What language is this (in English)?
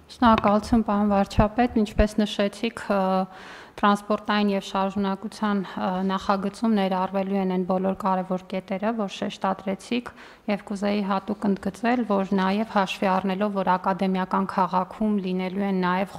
Armenian